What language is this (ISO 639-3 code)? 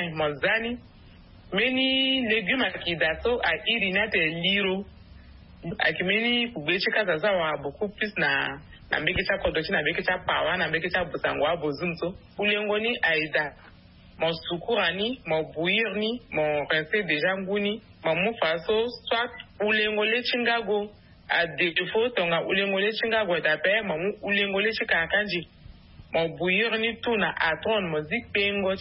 sag